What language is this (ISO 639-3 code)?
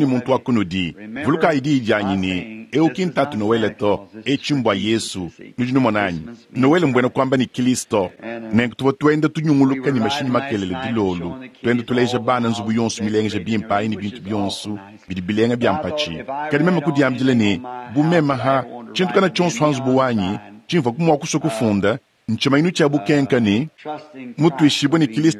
lua